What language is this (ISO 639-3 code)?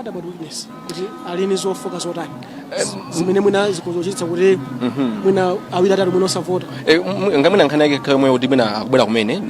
nya